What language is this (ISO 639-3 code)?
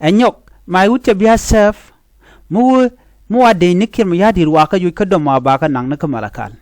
nus